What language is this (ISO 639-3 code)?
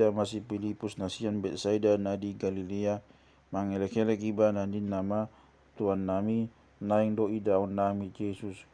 bbc